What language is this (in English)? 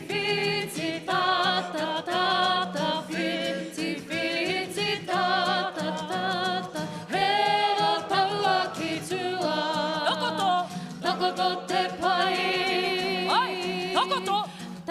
Māori